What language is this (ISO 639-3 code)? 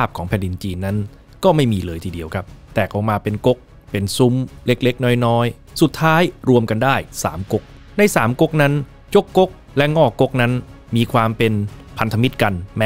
tha